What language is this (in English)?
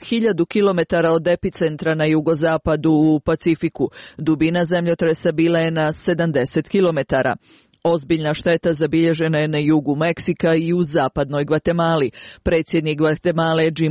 Croatian